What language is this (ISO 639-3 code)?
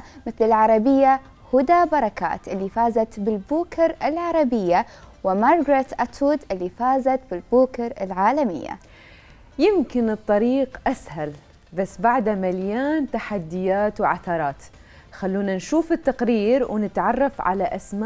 acm